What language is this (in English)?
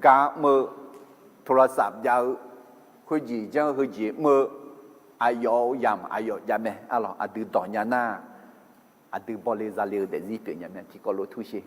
Akha